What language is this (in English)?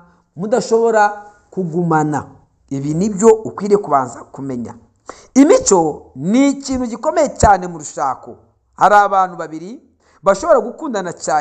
Kinyarwanda